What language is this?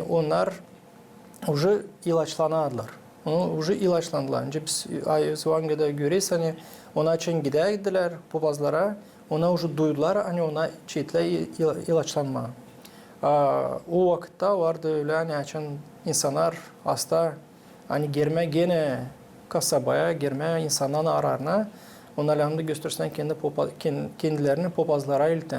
Gagauz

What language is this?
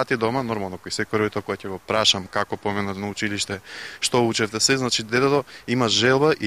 Macedonian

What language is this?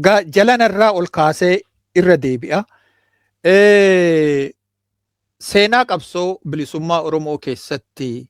Oromo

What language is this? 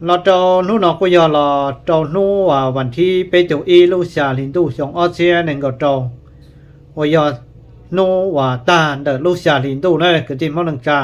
Hmong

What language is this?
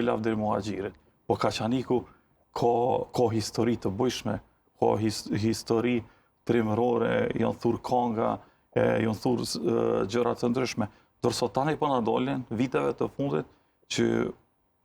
Albanian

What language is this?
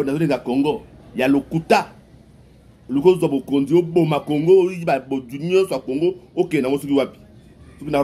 Lingala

